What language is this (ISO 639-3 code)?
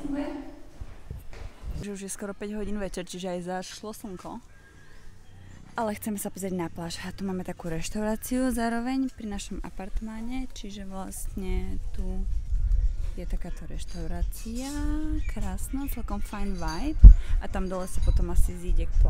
slk